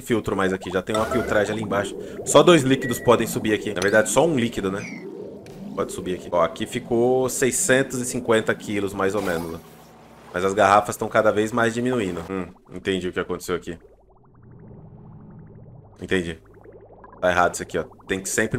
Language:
Portuguese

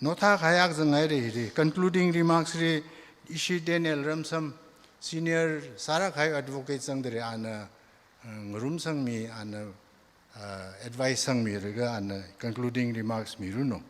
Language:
Tangkhul Naga (India)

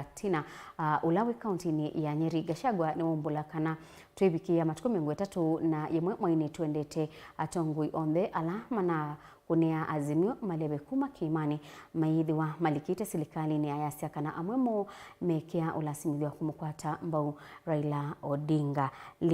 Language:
Kamba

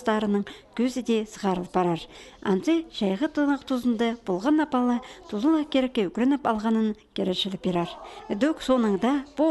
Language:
Khakas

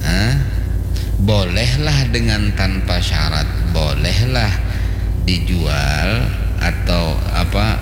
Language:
Banjar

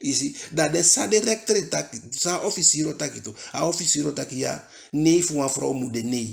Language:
Eastern Maroon Creole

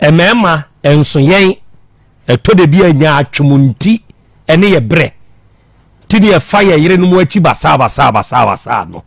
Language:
Akan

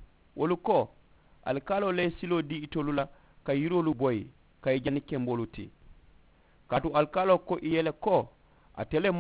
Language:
Mandingo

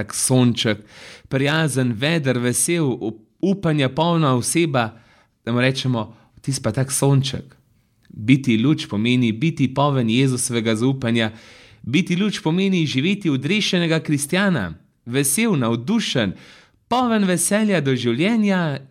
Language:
Slovenian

